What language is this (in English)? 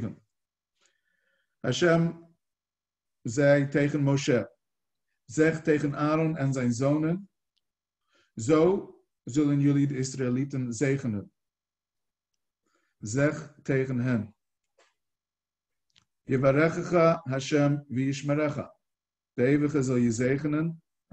Dutch